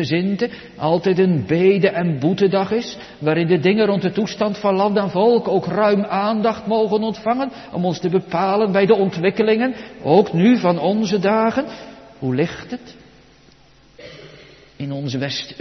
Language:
Dutch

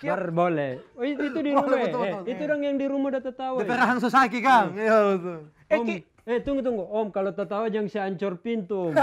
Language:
Manado Malay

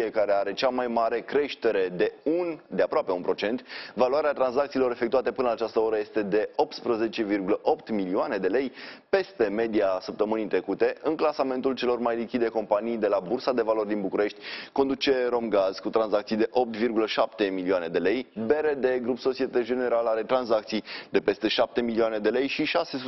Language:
Romanian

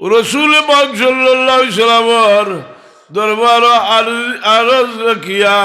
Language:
Sylheti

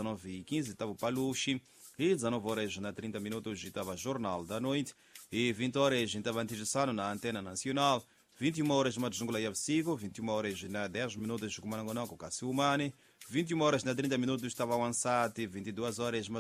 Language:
Tsonga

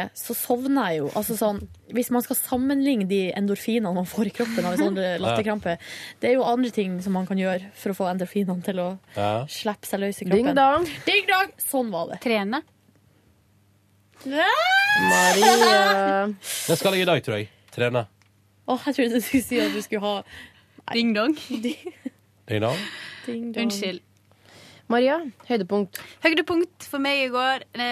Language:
Norwegian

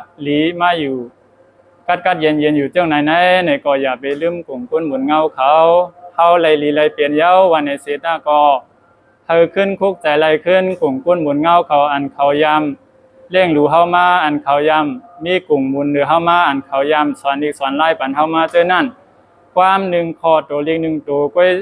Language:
Shan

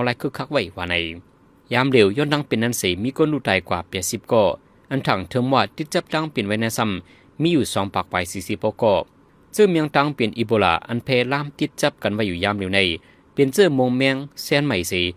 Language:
Shan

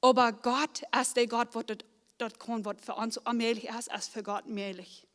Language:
Plautdietsch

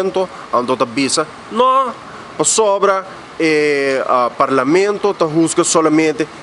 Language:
Papiamento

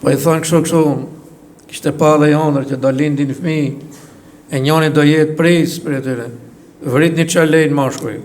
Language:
Albanian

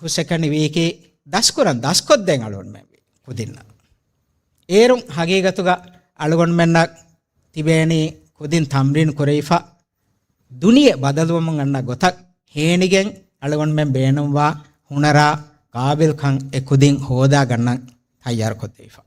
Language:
Divehi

